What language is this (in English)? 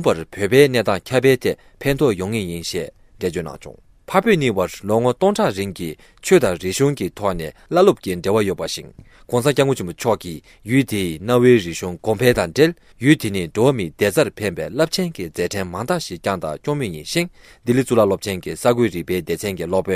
Tibetan